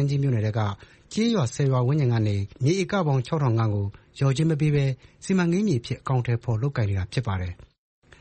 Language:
Burmese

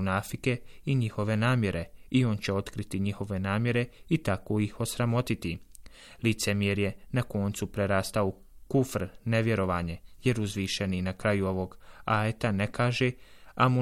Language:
Bosnian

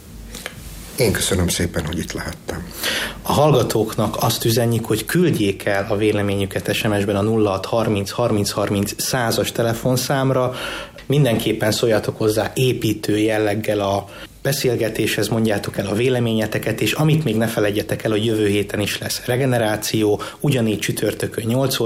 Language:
Hungarian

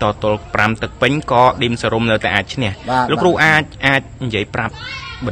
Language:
Khmer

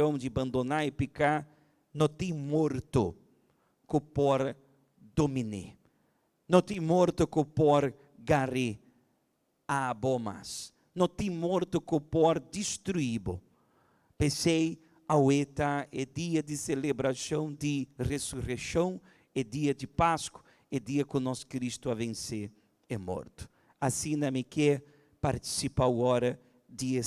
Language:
Papiamento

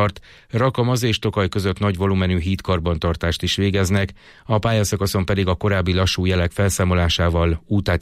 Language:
Hungarian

